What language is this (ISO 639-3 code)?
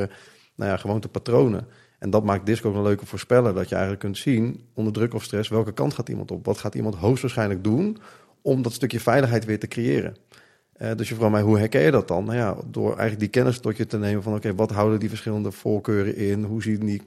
nld